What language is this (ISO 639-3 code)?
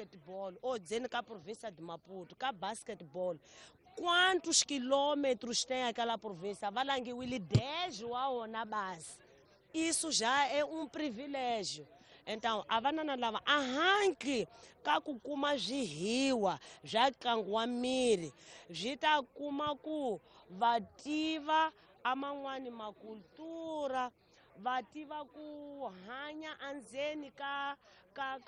tso